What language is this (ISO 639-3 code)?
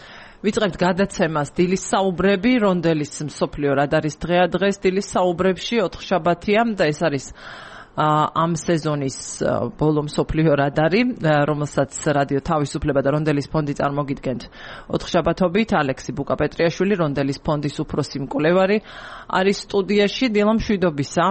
kat